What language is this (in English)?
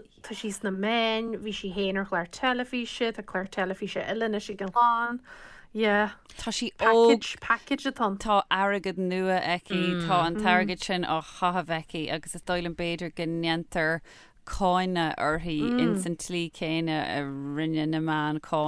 Irish